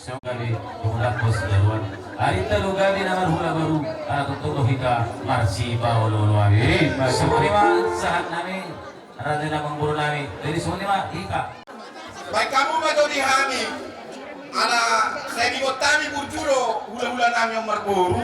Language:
Batak Toba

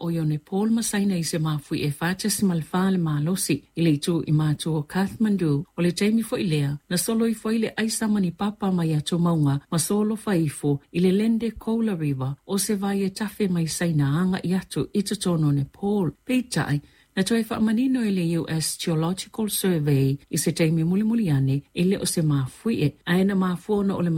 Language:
Samoan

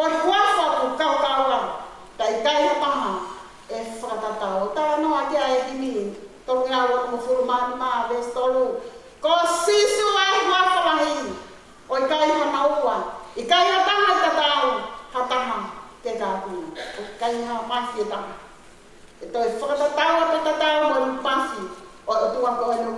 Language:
Tongan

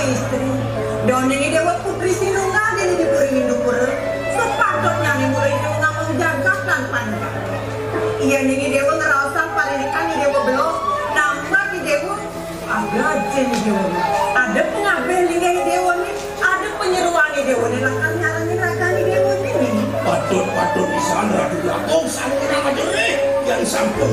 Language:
Balinese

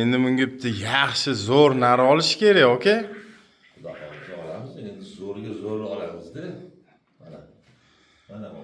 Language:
Uzbek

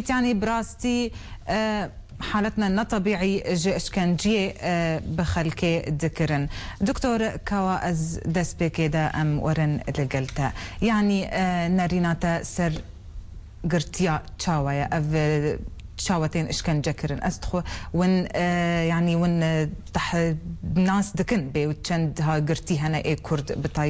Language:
Kurdish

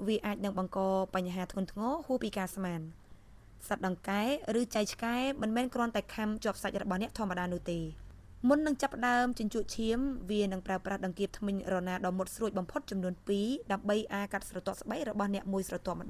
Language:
Khmer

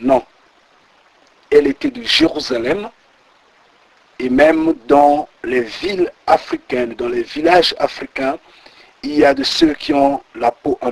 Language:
French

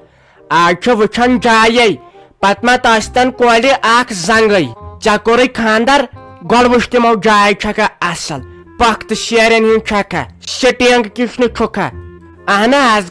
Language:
Kashmiri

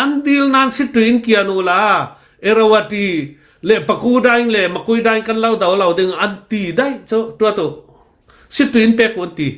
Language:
Hakha Chin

